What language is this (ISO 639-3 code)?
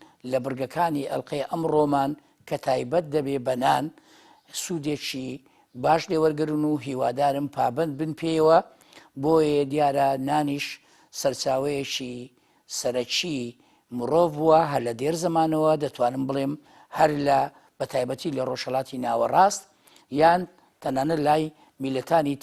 ckb